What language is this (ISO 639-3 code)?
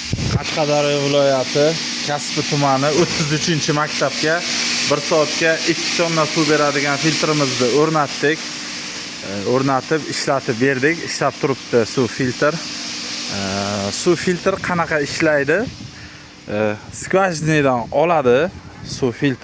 uzb